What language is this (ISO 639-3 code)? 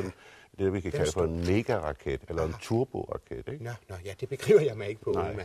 dan